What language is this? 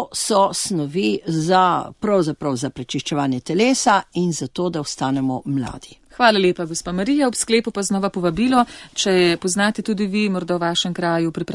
Slovenian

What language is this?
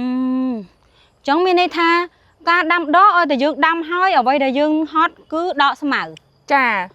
Khmer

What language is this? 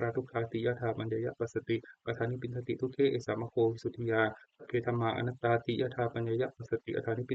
Pali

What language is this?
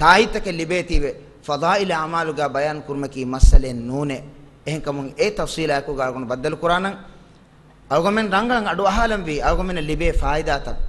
Divehi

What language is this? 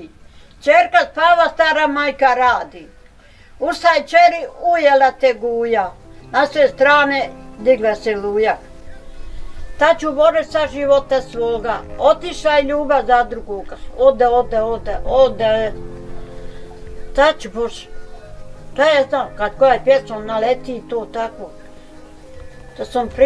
Bosnian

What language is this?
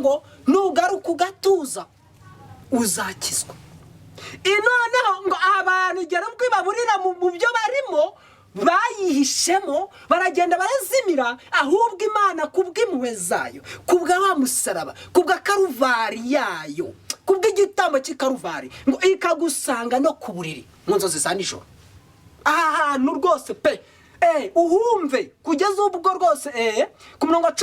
Kinyarwanda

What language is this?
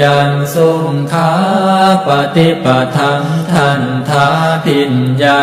Pali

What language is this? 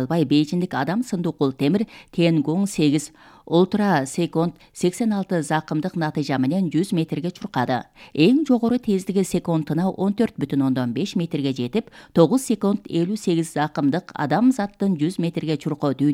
Kyrgyz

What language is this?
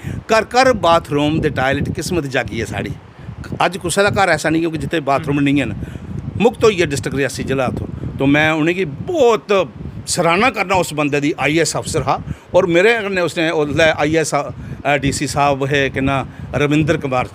Dogri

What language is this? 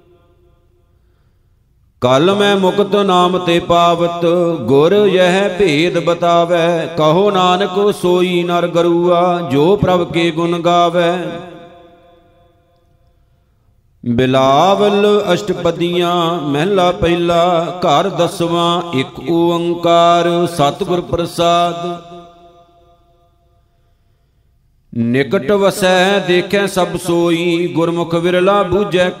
Punjabi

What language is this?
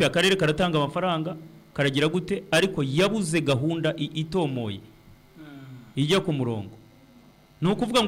Kinyarwanda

